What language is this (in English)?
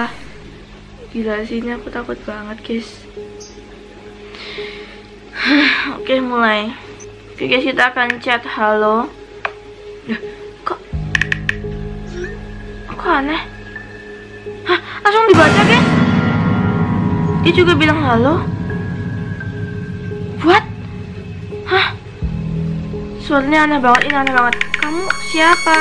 Indonesian